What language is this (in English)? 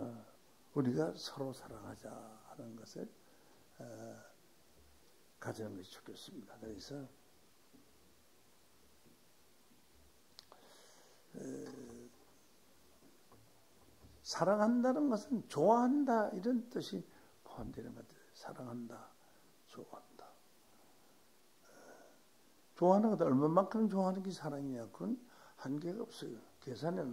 Korean